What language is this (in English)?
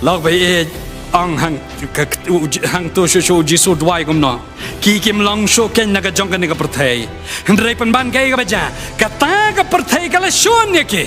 Khasi